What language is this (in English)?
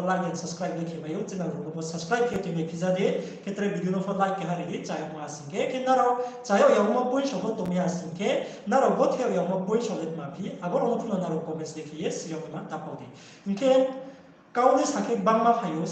Riang (India)